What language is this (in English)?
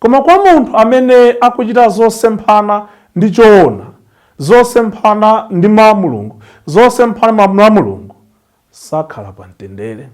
Nyanja